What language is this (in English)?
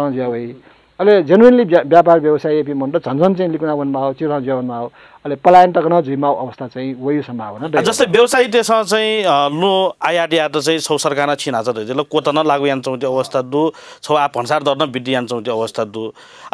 Newari